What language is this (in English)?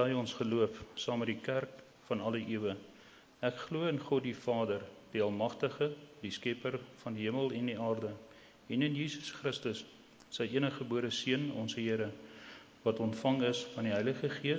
Afrikaans